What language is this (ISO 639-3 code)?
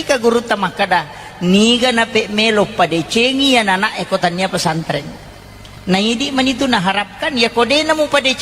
bug